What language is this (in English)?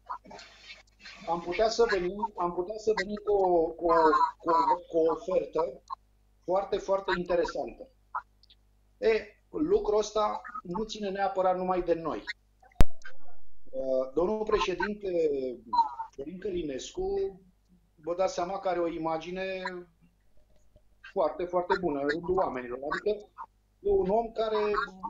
Romanian